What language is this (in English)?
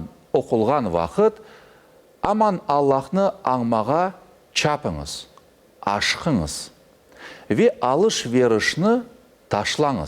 Crimean Tatar